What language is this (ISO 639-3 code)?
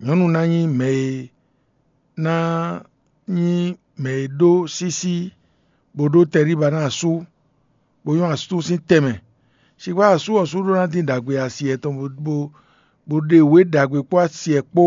fon